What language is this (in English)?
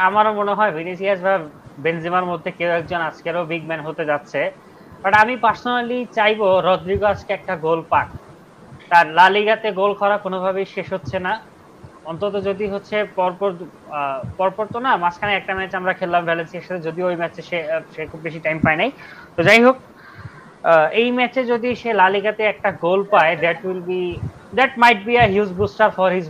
Bangla